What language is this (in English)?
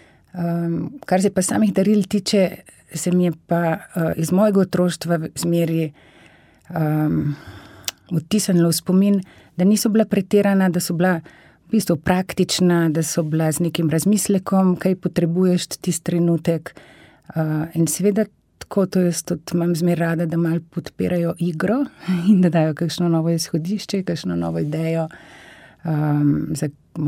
Slovenian